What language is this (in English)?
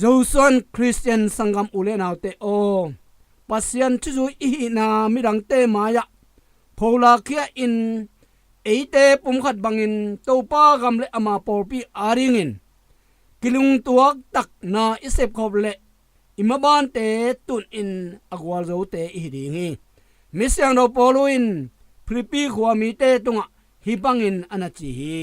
Tedim Chin